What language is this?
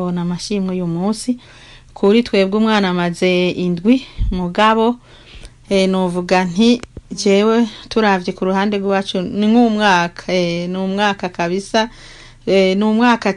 Rundi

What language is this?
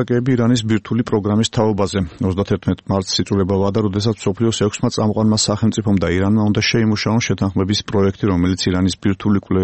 Georgian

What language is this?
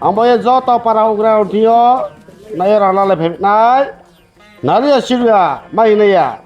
Riang (India)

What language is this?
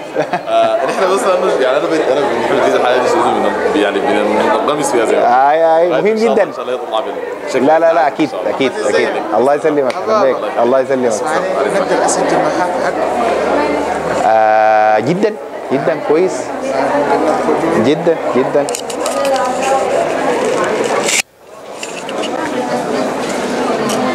Sudanese Arabic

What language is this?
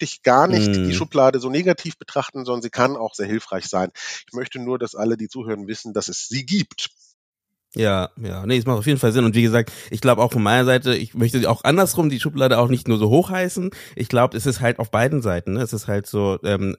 German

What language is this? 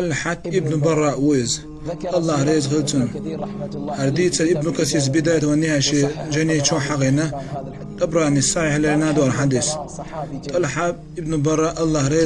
Chechen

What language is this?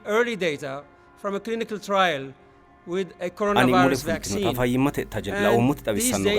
Sidamo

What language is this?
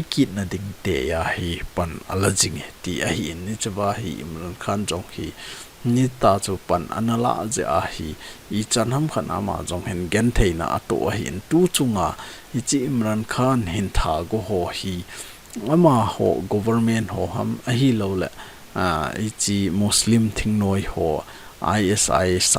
Thado Chin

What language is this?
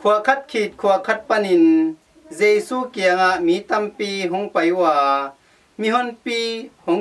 Tedim Chin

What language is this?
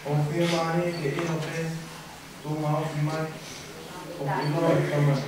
Tongan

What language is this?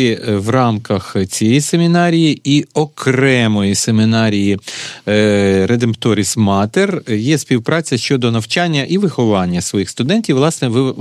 Ukrainian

